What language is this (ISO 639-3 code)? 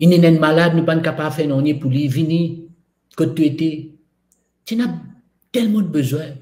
mfe